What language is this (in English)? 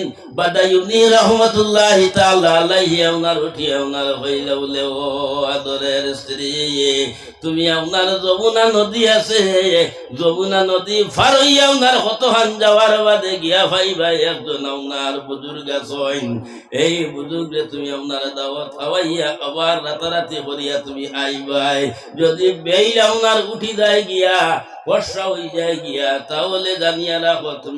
Sylheti